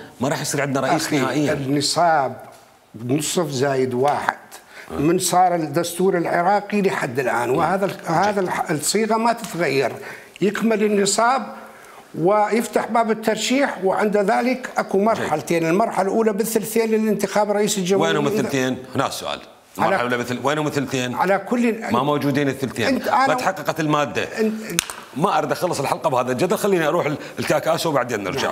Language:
Mesopotamian Arabic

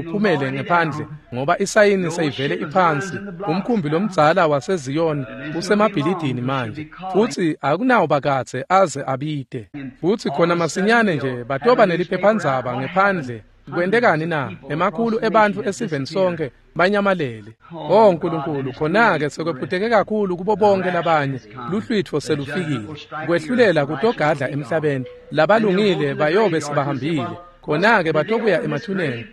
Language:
Swati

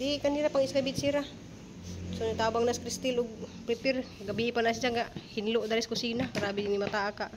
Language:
Cebuano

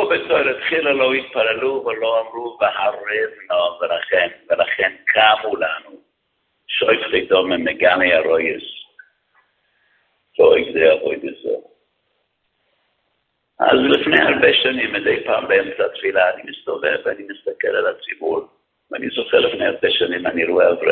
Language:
Hebrew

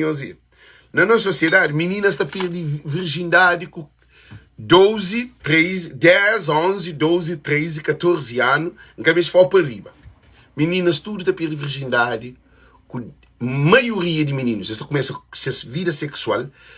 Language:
Kabuverdianu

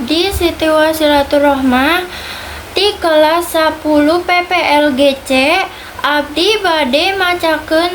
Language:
Sundanese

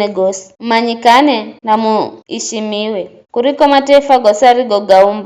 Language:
Giryama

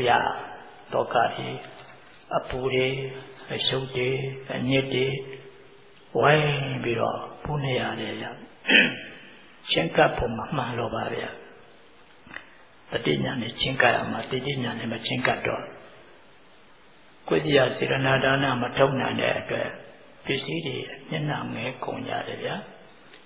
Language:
Burmese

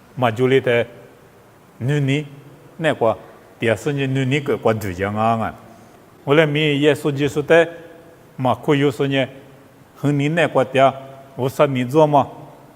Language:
Lisu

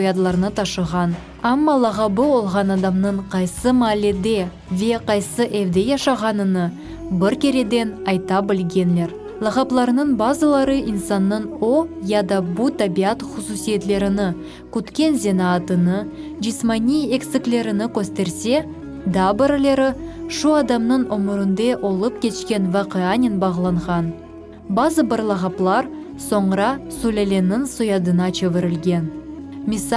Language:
Crimean Tatar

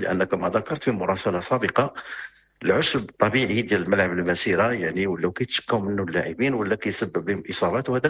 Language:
Moroccan Arabic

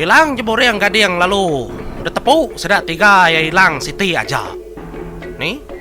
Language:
Iban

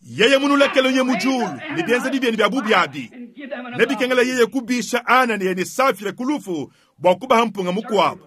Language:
Luba-Lulua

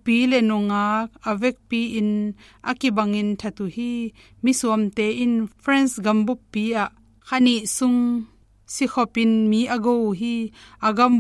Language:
Tedim Chin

